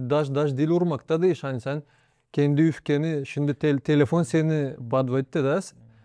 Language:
Gagauz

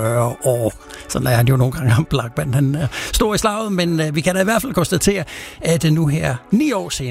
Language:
Danish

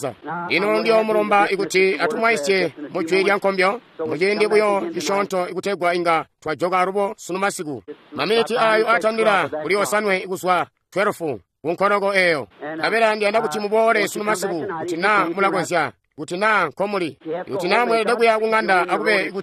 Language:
Tonga (Zambia)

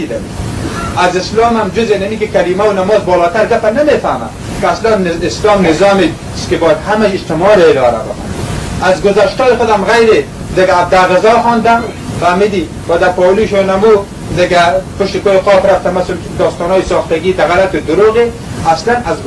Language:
Persian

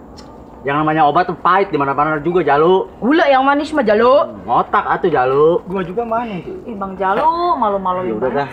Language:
Betawi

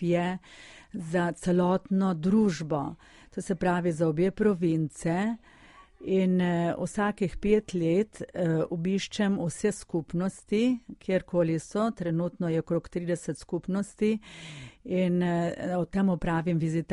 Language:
Slovenian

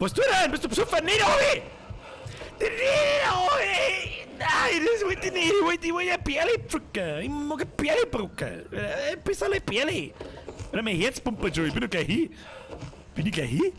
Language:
Bavarian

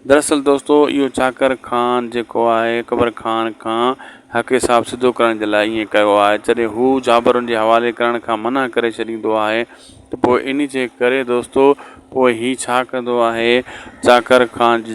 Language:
Sindhi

